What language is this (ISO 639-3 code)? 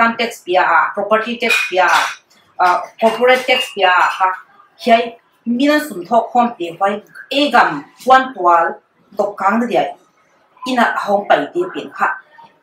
pck